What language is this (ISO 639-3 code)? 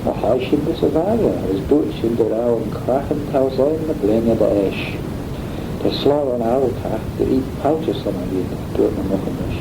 glv